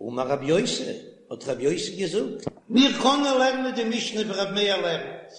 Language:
Yiddish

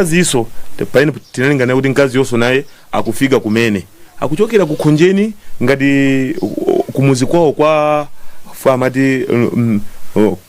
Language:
Nyanja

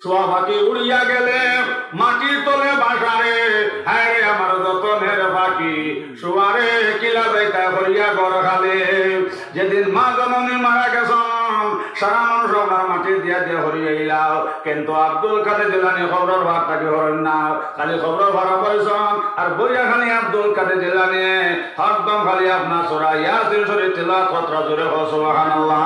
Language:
Sylheti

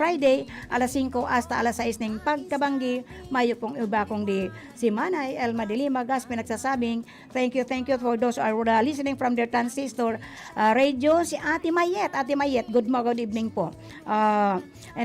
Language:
Bikol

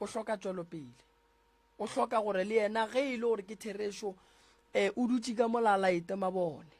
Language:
Northern Sotho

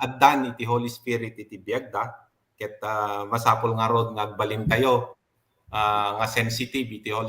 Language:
Iloko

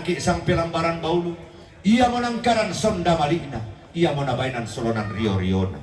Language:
Toraja-Sa'dan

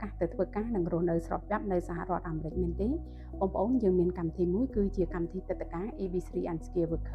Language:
Khmer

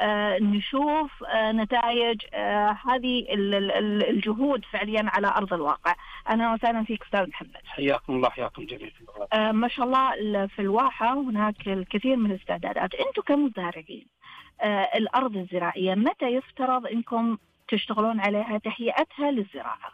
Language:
Najdi Arabic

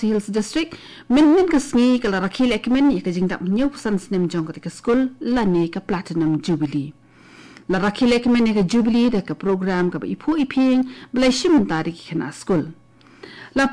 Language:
Khasi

